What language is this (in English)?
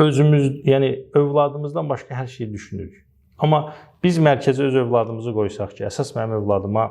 Azerbaijani